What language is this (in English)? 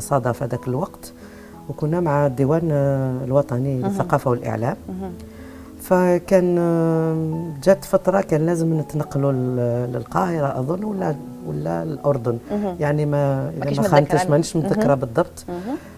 Algerian Arabic